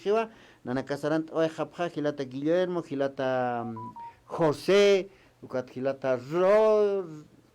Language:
Aymara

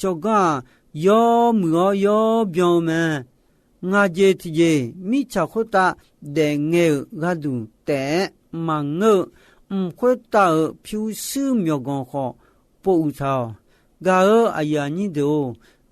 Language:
Akha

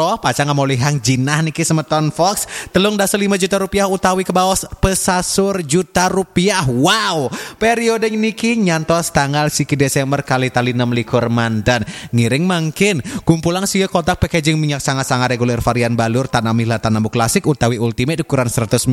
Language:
Balinese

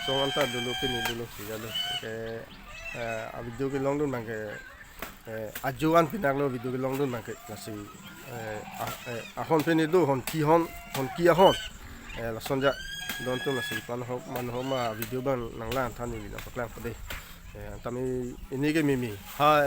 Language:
Karbi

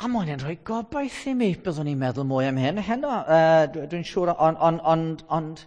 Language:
Welsh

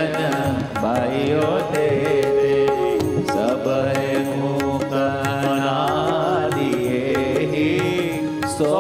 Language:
Gujarati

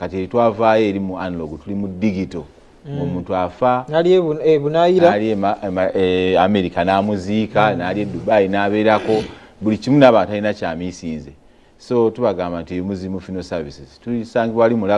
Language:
Ganda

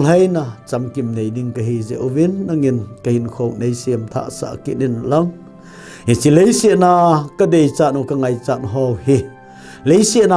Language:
Thado Chin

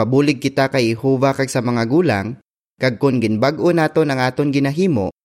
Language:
Hiligaynon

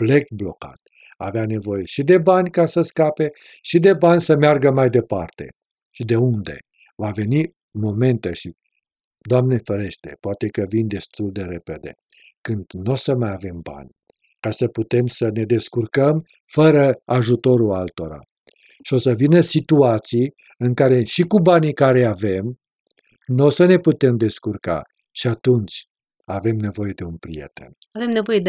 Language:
Romanian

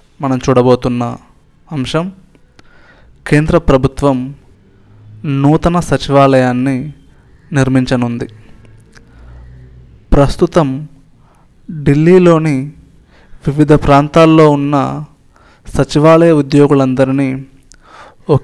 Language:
Telugu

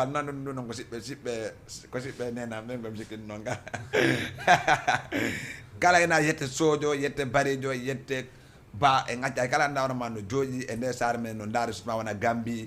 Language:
Fula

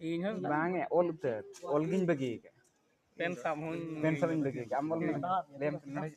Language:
Santali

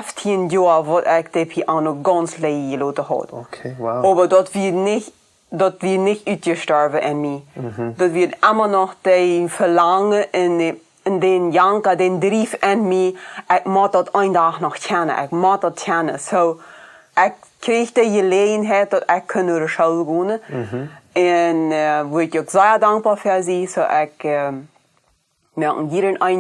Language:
Plautdietsch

